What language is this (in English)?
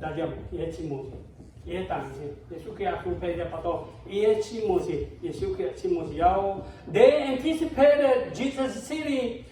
Lahu